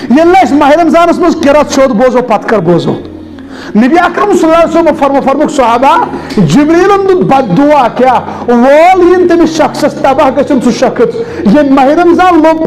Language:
Kashmiri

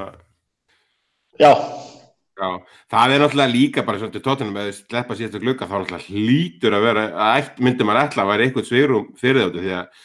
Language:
Icelandic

